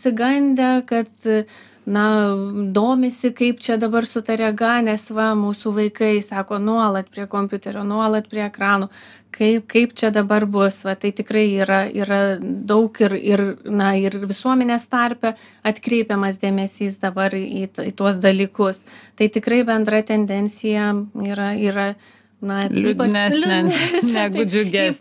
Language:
Lithuanian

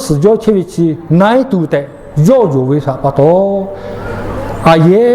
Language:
Lahu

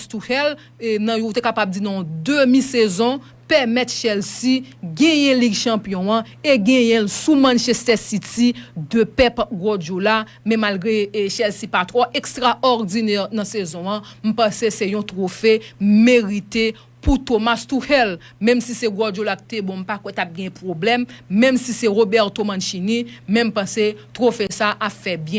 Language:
Haitian Creole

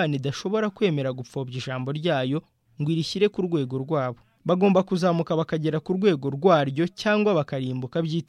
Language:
Kinyarwanda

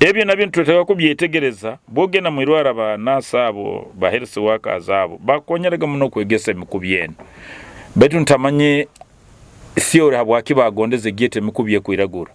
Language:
Nyoro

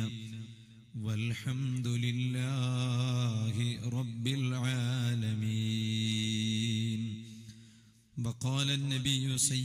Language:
Malayalam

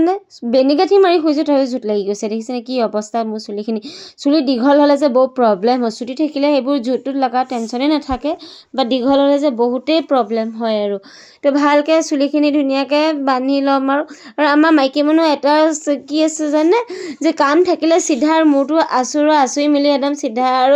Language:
Assamese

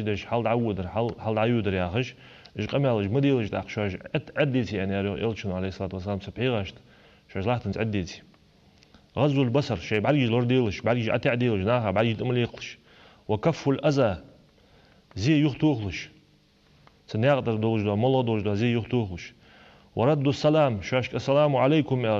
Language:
Ingush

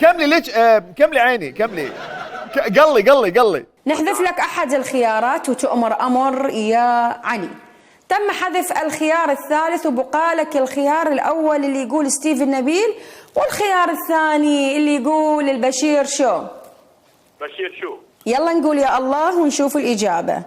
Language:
Mesopotamian Arabic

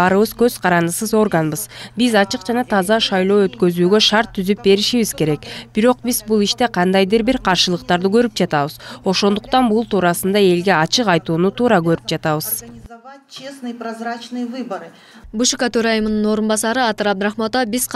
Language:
Kyrgyz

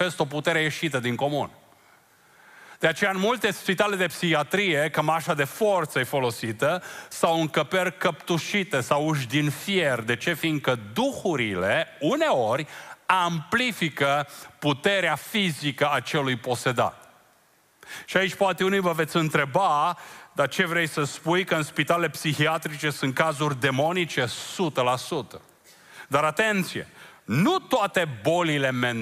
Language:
Romanian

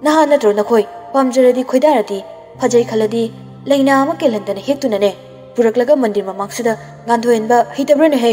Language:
Manipuri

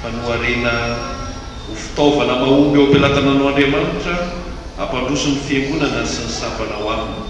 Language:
Malagasy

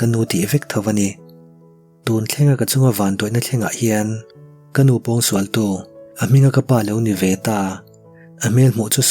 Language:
Mizo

